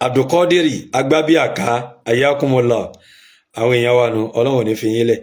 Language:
Yoruba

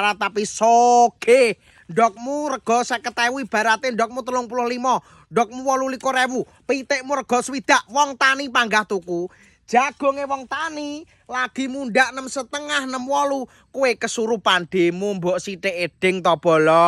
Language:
Javanese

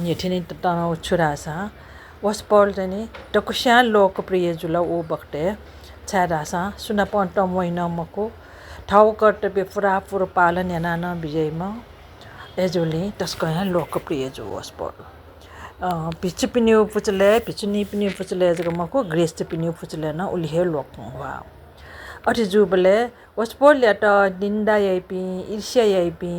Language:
Newari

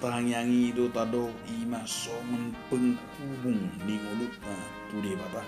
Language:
Batak Toba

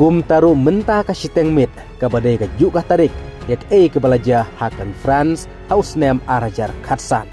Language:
Khasi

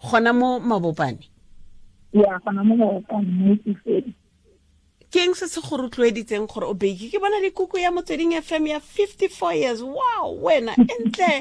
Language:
Tswana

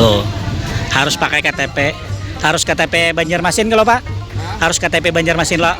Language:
Banjar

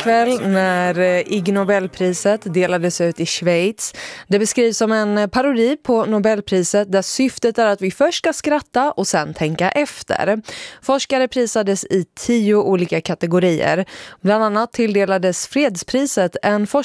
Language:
Swedish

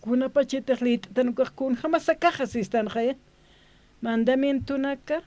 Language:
Aymara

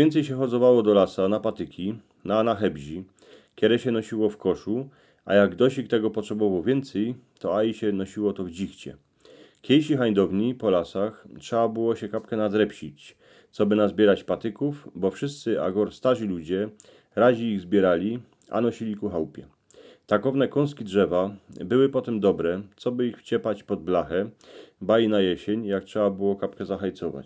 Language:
Silesian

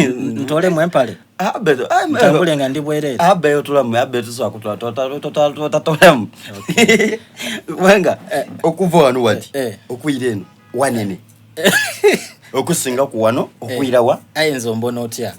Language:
Soga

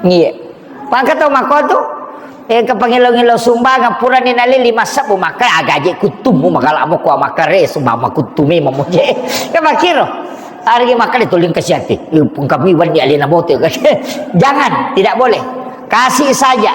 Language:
Buginese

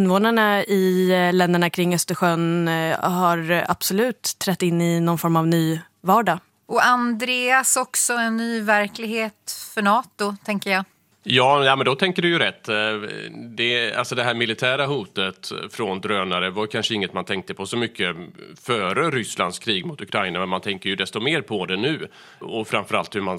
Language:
Swedish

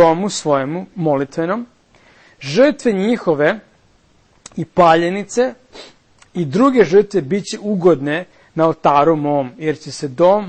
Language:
Serbian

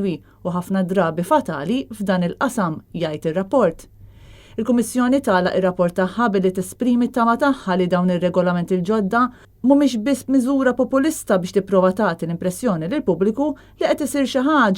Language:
Maltese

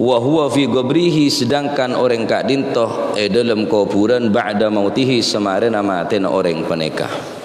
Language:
Madurese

